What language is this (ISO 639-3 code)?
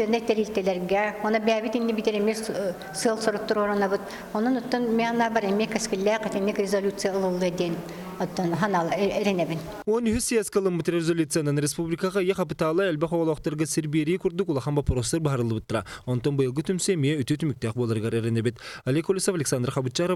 sah